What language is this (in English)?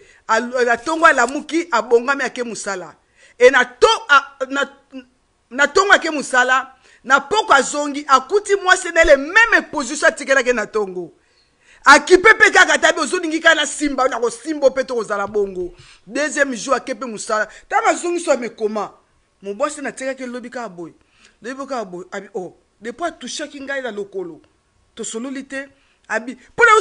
Lingala